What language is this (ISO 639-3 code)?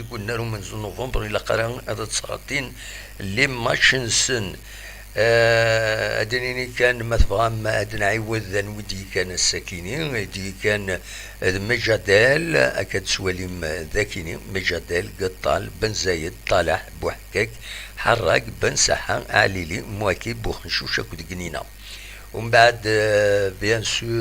kab